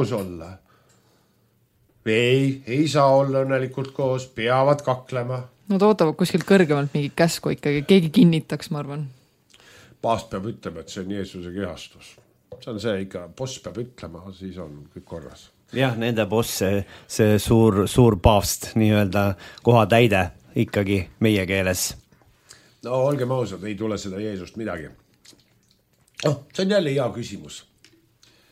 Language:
Estonian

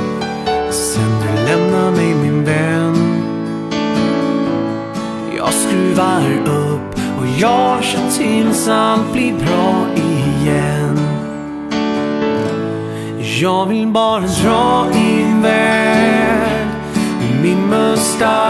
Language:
Swedish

